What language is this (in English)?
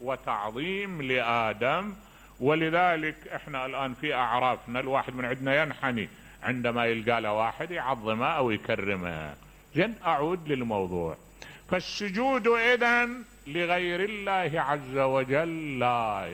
Mesopotamian Arabic